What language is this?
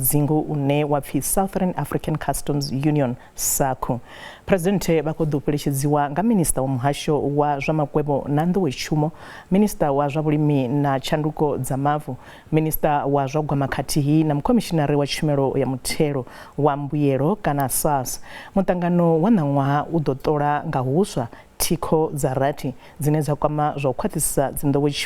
Venda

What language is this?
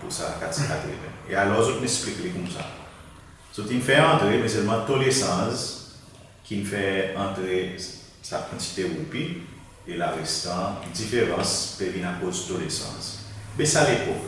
Seselwa Creole French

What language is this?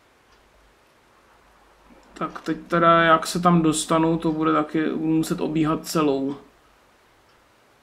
Czech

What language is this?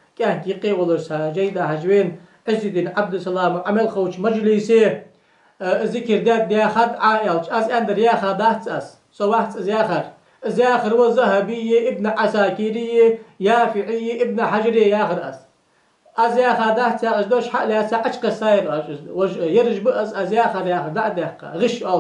Ingush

